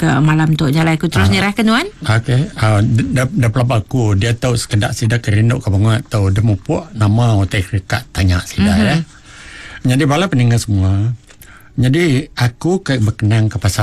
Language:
Iban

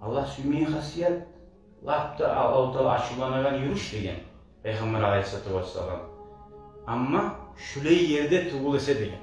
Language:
Kumyk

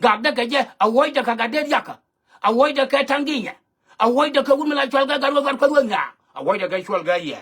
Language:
Nuer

